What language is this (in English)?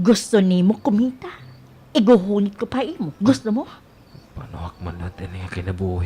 Waray